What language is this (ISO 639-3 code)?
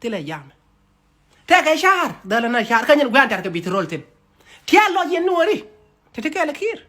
nus